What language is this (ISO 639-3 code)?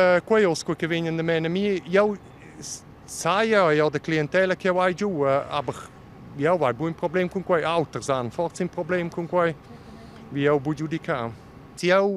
roh